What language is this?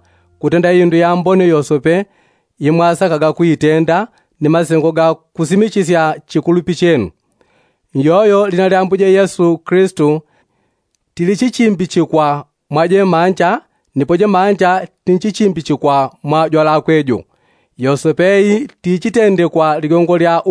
Yao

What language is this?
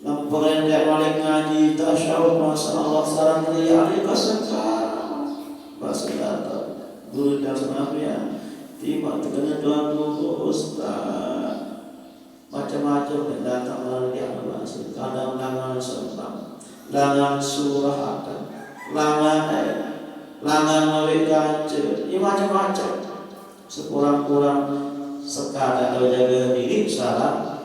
Sasak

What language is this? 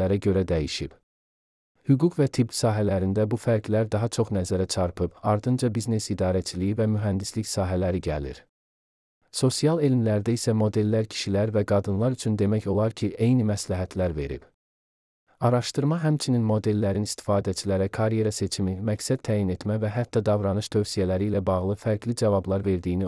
Azerbaijani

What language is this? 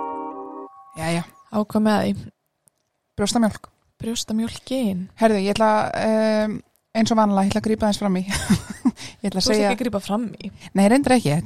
Icelandic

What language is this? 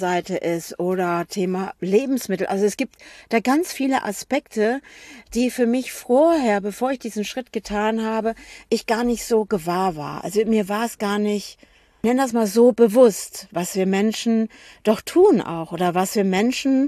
German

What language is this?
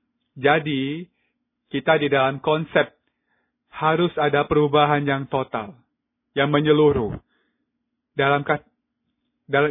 Indonesian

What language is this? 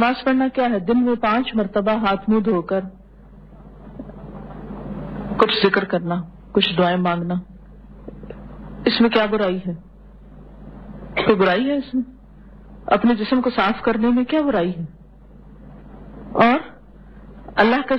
Urdu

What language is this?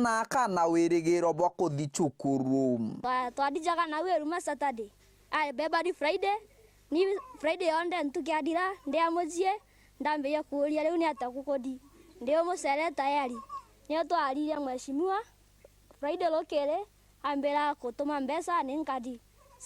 Meru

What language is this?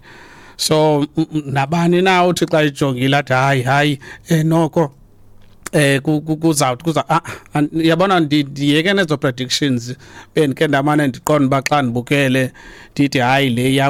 Xhosa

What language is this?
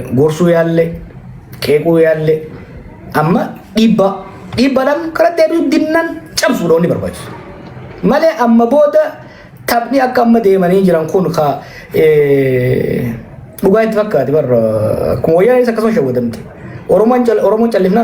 Oromo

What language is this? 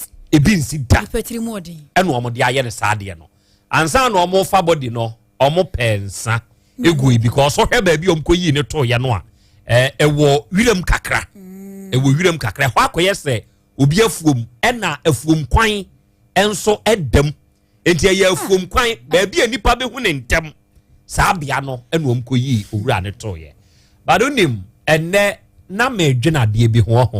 Akan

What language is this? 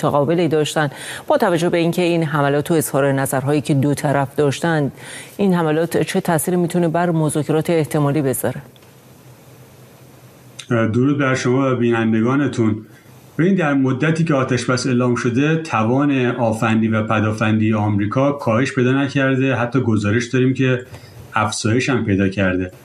Persian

